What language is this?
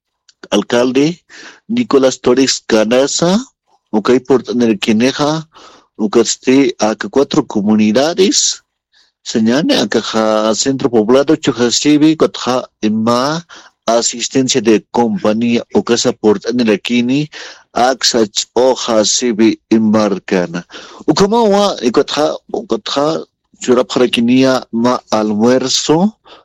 Aymara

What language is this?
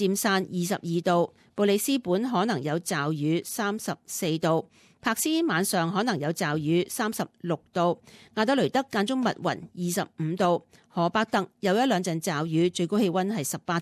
Cantonese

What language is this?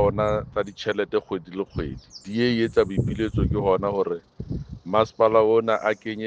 Southern Sotho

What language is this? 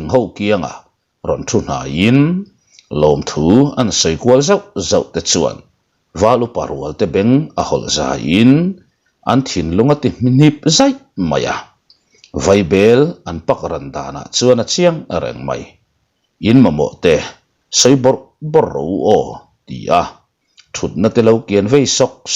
Mizo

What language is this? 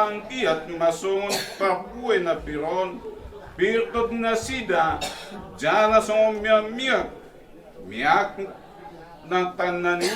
Batak Toba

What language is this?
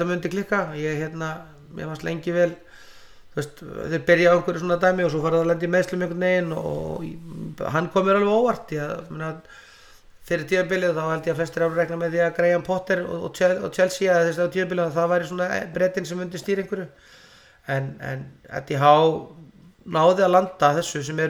Icelandic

